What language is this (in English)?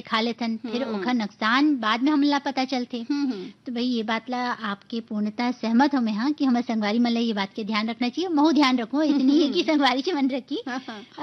Chhattisgarhi